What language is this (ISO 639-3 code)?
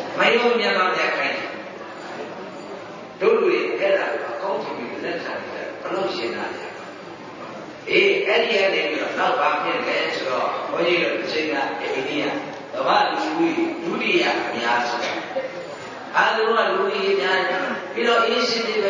mya